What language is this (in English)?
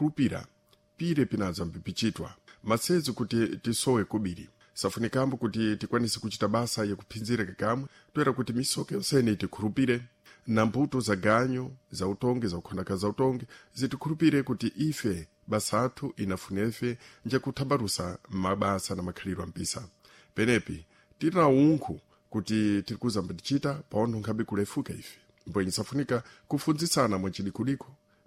Sena